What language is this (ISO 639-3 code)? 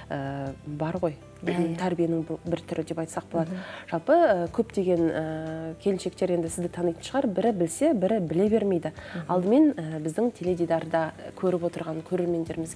kaz